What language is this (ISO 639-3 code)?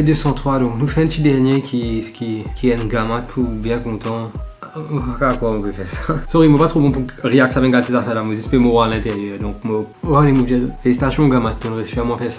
mfe